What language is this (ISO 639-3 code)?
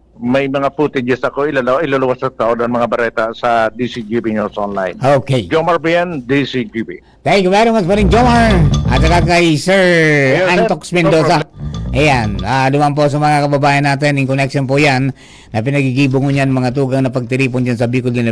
bik